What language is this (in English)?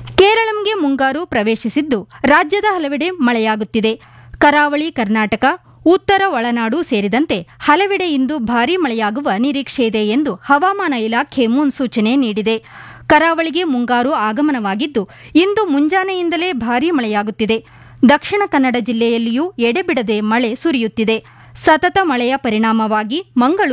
Kannada